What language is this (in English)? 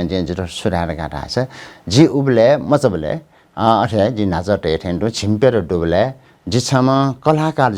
Newari